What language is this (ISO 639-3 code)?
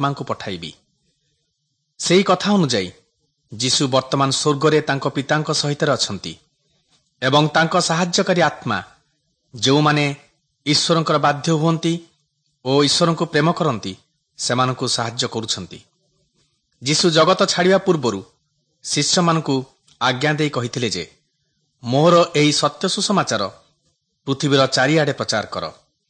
ori